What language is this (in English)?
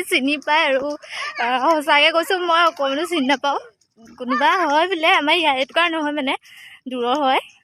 Assamese